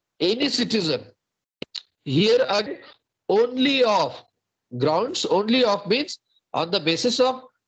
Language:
Marathi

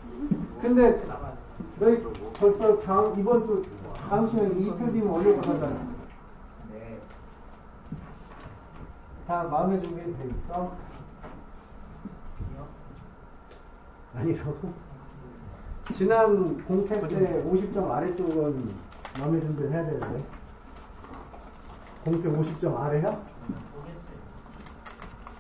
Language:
Korean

